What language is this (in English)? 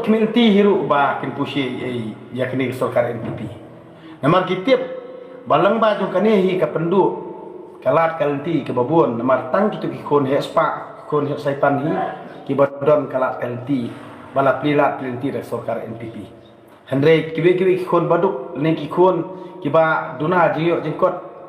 Khasi